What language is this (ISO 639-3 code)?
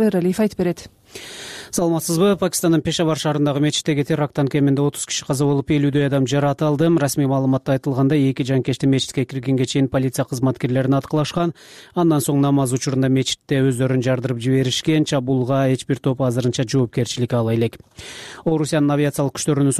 kir